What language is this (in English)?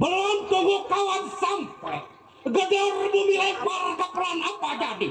Betawi